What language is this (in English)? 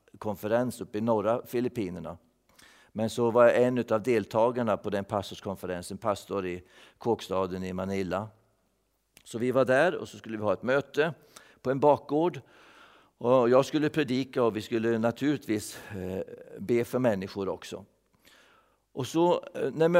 Swedish